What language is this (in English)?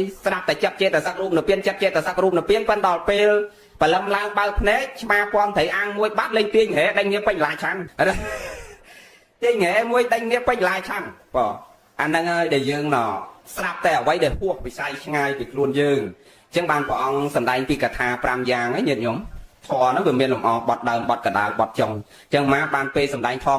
Khmer